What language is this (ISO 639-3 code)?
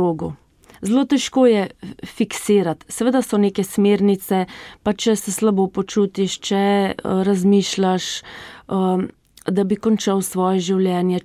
slv